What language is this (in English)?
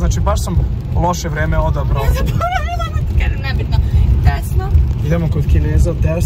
Serbian